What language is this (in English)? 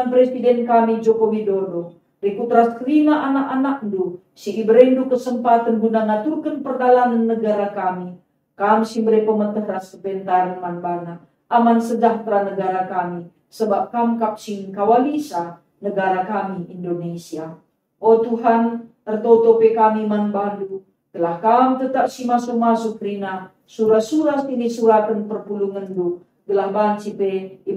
Batak Karo